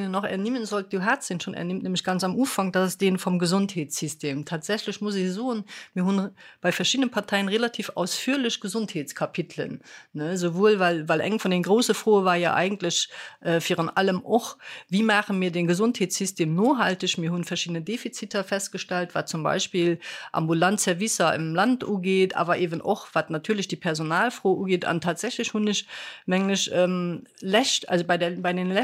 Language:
Luxembourgish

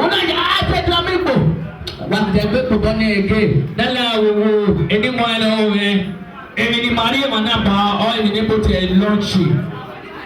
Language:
Bini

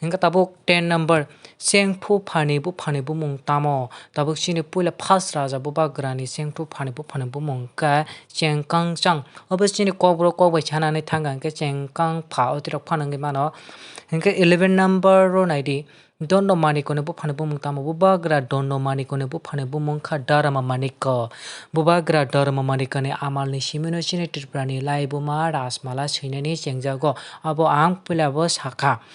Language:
Kok Borok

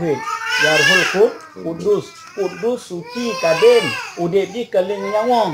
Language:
Achinese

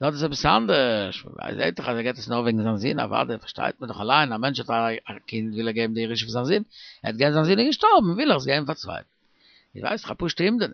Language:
Yiddish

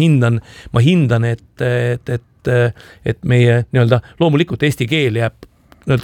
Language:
Estonian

